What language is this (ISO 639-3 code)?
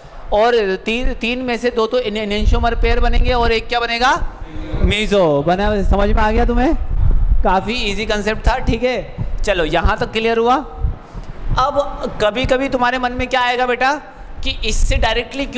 hin